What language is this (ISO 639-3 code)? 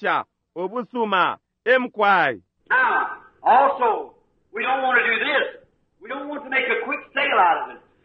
bem